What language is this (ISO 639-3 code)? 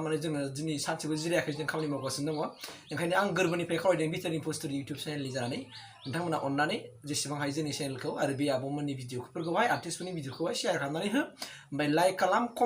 brx